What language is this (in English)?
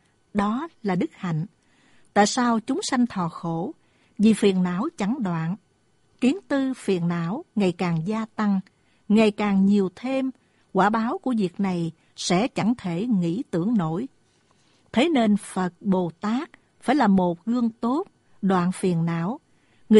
Vietnamese